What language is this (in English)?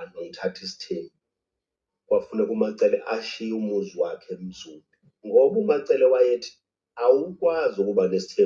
Zulu